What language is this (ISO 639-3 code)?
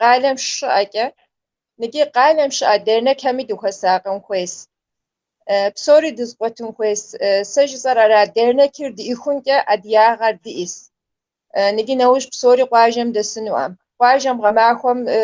kbd